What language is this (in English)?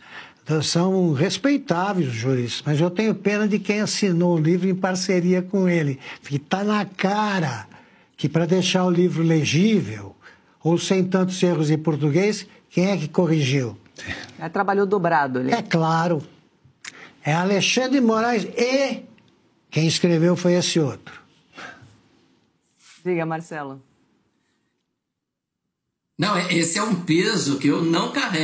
Portuguese